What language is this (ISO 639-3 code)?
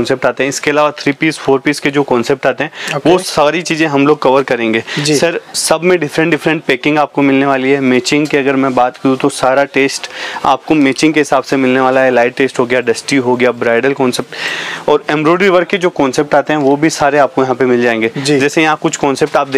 hin